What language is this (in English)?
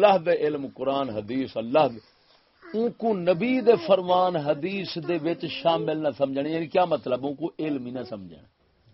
Saraiki